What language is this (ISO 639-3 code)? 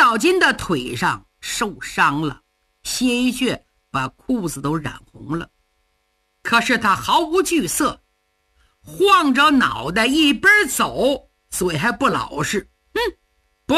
zho